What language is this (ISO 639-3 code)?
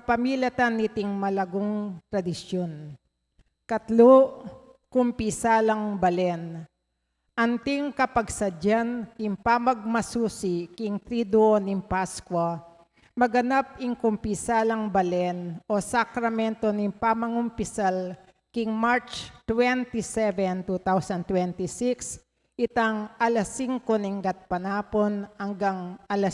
pam